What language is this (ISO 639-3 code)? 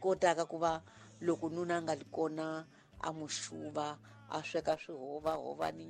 tso